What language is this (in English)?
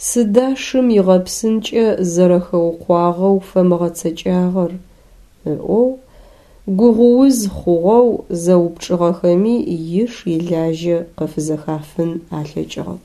Adyghe